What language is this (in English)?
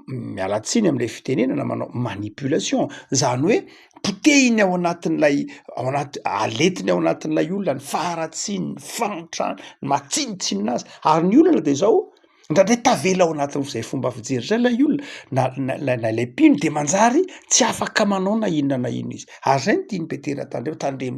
Malagasy